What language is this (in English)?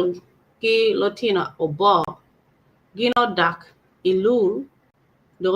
Acoli